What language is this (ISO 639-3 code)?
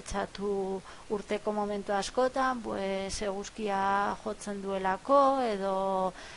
eus